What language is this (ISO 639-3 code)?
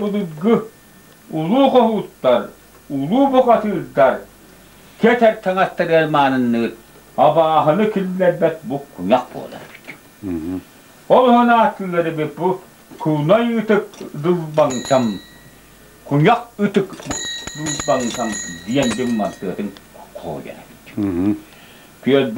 sah